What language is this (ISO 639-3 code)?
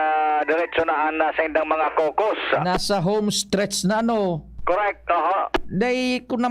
bik